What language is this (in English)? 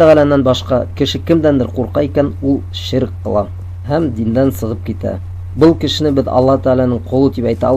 Bashkir